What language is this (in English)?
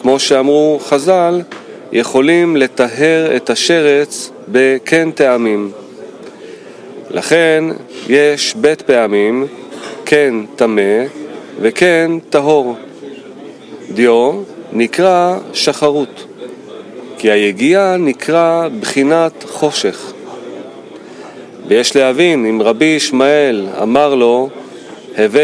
Hebrew